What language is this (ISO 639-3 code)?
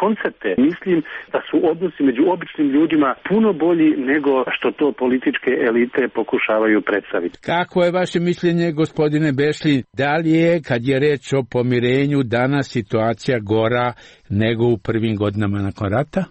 srp